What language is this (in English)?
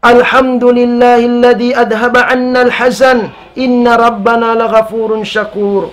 Tausug